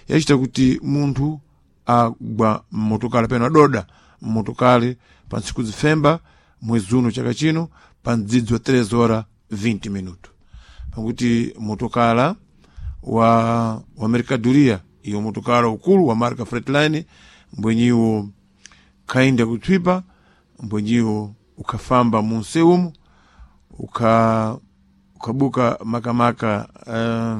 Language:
Sena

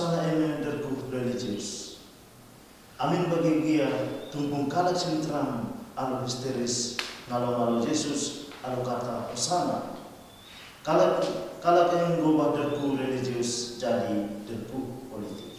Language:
Batak Karo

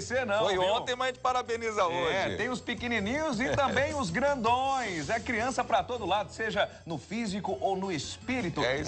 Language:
Portuguese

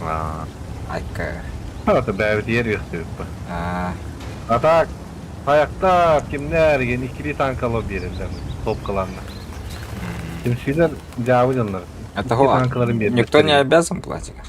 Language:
Yakut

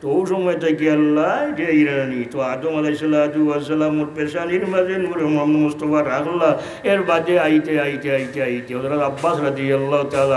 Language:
Sylheti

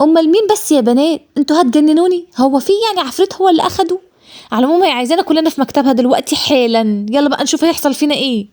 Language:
Egyptian Arabic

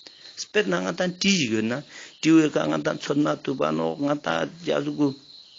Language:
Ladakhi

